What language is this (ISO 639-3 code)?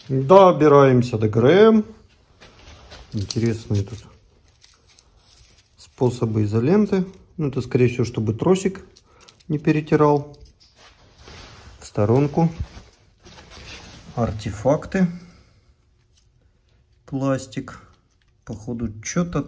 rus